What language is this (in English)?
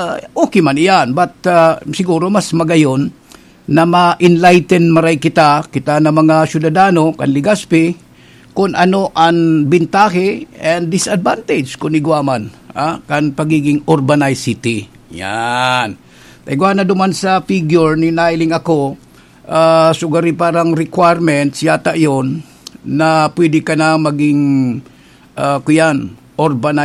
Bikol